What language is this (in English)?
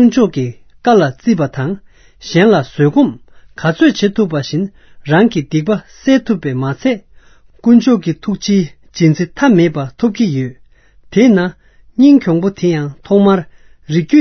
Tibetan